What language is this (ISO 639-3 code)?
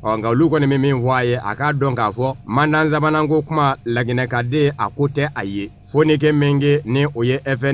bam